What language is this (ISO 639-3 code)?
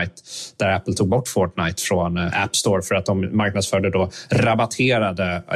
swe